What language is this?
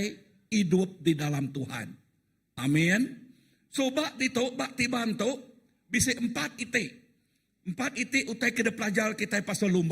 Iban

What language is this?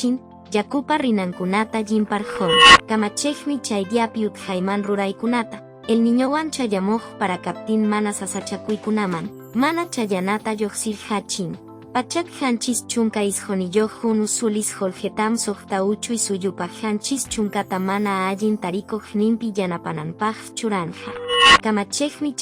Quechua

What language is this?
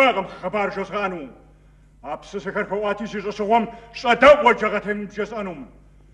Kabardian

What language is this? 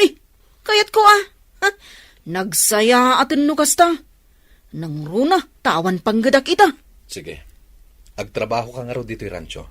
Iloko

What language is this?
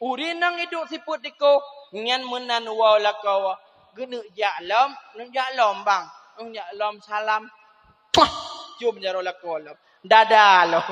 Achinese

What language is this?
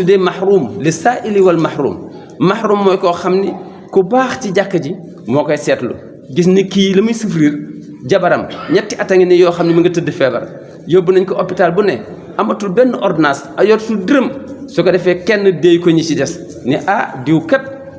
Wolof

